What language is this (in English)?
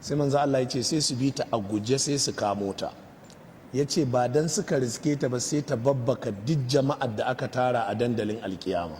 Hausa